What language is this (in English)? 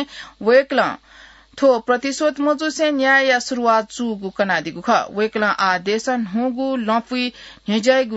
Newari